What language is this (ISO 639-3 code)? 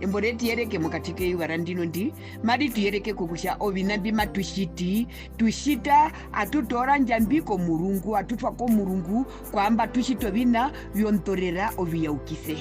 her